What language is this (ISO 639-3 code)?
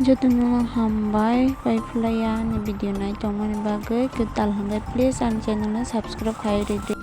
trp